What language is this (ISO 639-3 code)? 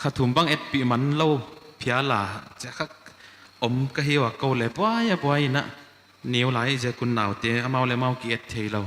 pck